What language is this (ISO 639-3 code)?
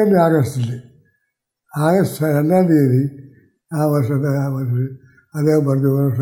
mal